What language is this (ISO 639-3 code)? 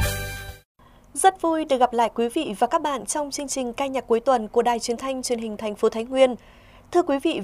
vie